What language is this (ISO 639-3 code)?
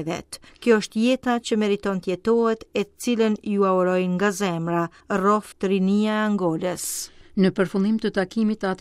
sqi